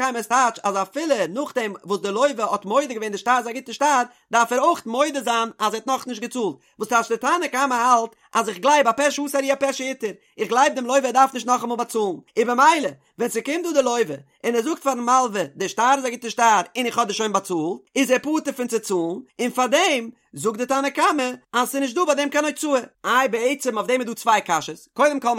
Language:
Yiddish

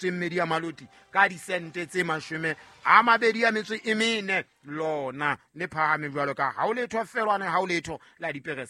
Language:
Southern Sotho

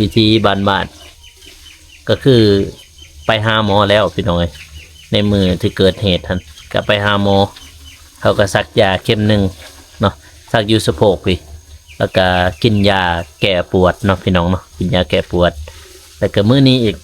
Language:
Lao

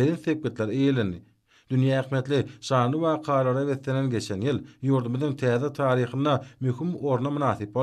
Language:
Turkmen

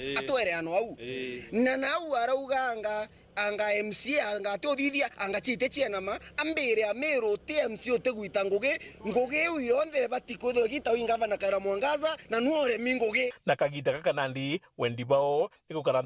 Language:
Meru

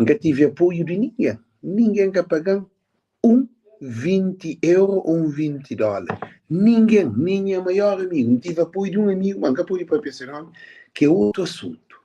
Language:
Kabuverdianu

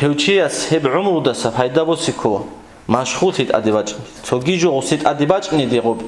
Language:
Avaric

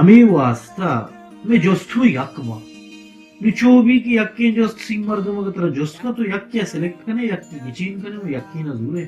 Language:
Baluchi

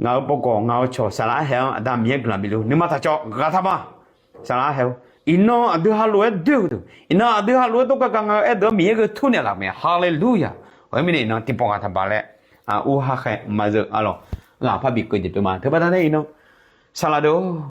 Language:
Akha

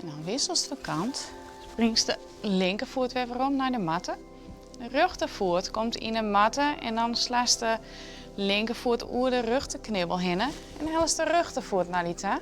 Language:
Western Frisian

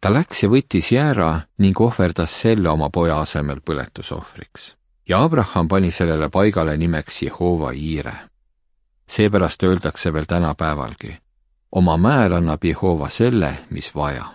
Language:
Estonian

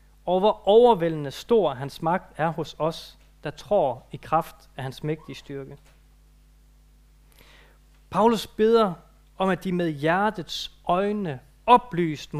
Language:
Danish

